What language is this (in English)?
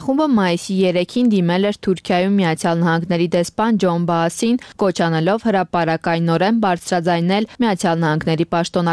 Armenian